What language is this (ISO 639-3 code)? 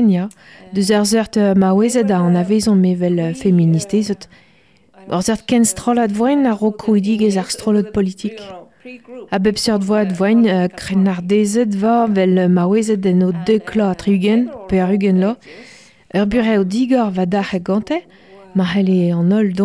bre